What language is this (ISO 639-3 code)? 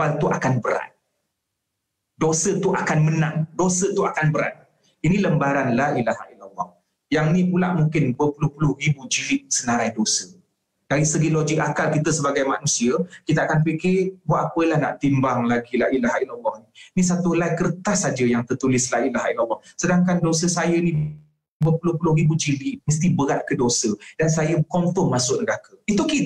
msa